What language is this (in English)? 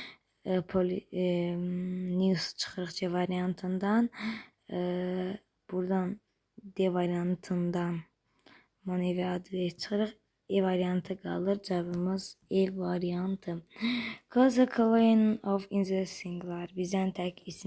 Azerbaijani